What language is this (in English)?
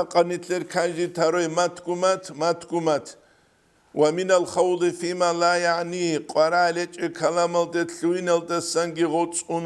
Avaric